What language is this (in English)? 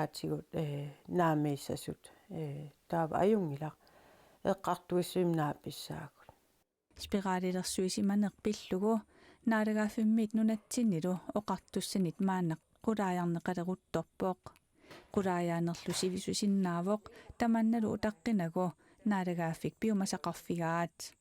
Kalaallisut